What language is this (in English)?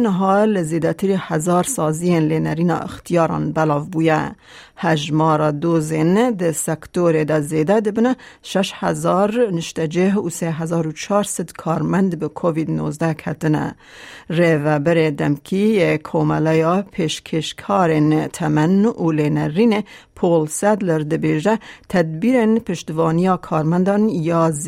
Kurdish